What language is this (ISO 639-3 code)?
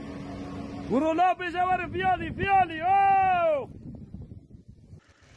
kur